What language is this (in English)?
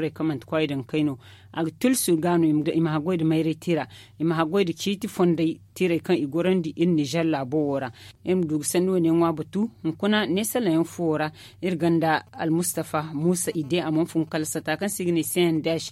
Zarma